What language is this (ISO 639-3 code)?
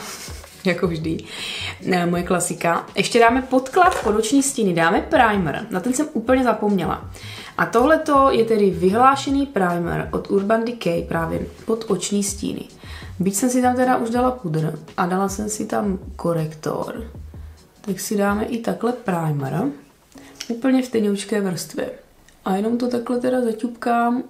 ces